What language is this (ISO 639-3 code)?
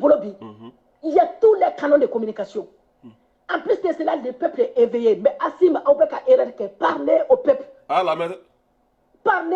bam